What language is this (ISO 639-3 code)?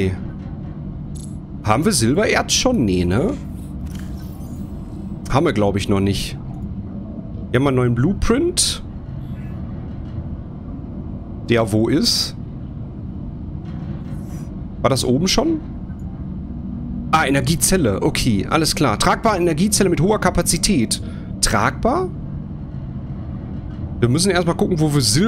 deu